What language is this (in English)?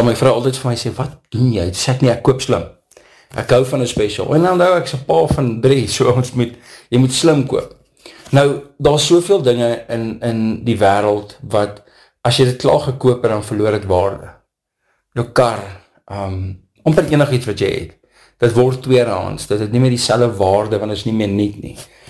Afrikaans